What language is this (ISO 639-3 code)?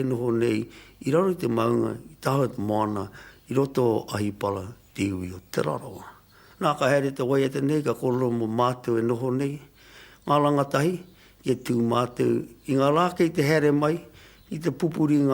mri